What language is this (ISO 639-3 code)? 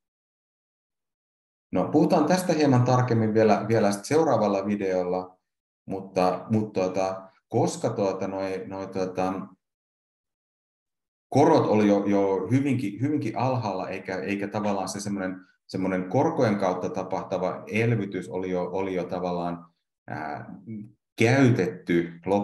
fin